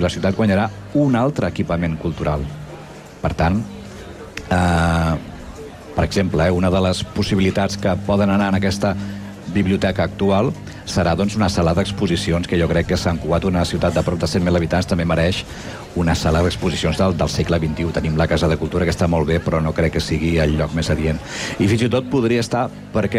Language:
Catalan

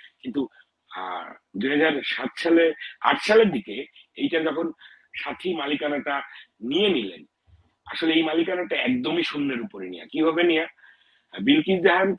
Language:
Bangla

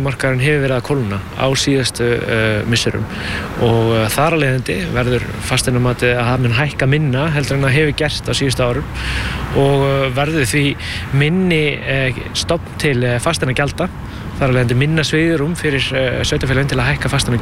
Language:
Icelandic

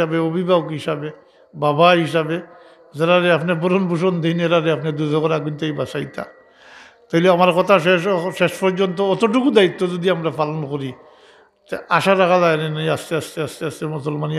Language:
Sylheti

